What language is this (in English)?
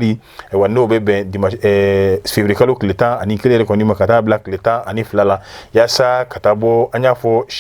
Bambara